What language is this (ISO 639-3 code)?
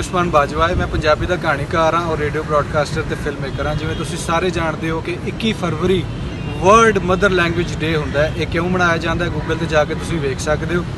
lah